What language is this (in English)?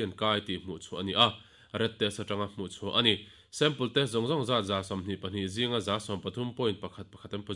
Mizo